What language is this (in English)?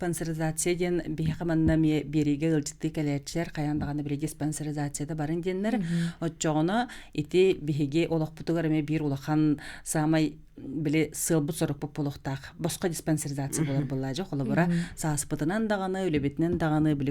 Yakut